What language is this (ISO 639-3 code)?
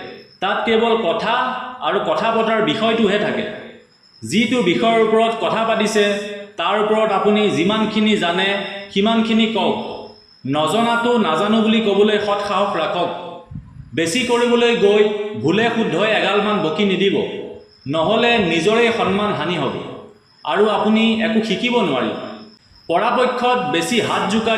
asm